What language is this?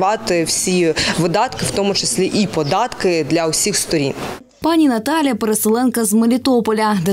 Ukrainian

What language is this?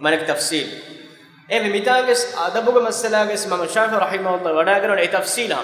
Divehi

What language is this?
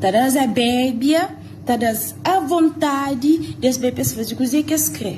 Kabuverdianu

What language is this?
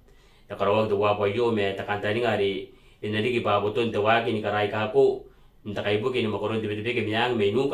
Gilbertese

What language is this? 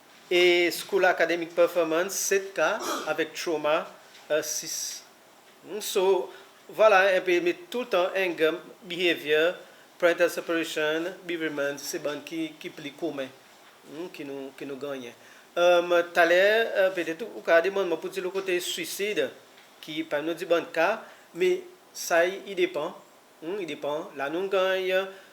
Seselwa Creole French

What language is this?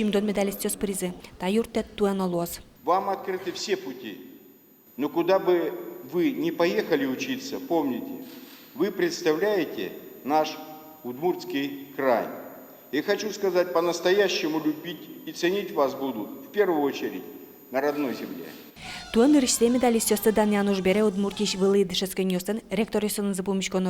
Udmurt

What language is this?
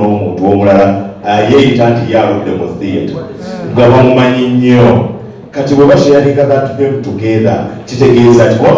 Ganda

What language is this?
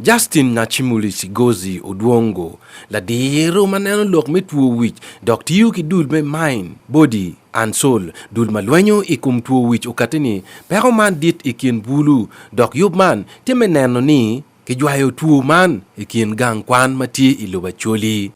Acoli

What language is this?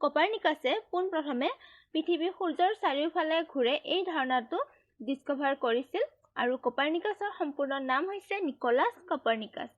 Assamese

